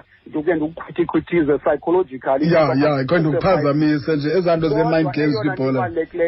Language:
Xhosa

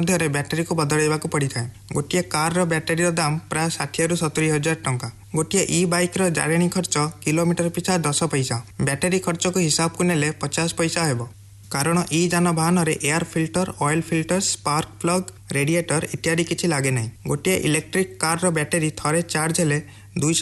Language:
Odia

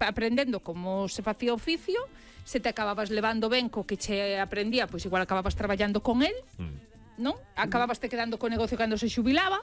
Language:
Galician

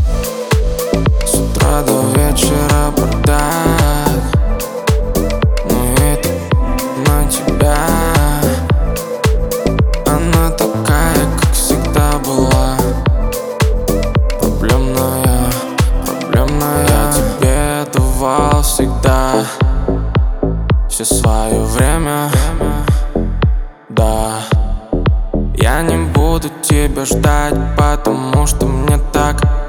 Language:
Russian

